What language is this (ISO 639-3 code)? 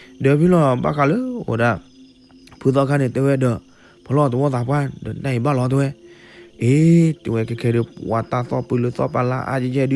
ksw